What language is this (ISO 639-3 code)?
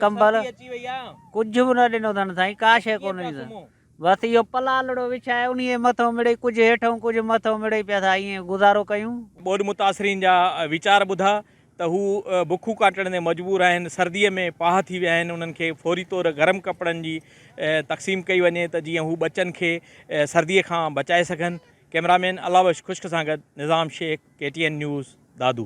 snd